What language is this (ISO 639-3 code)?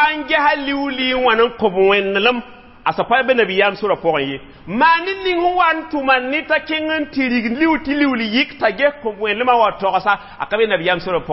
mos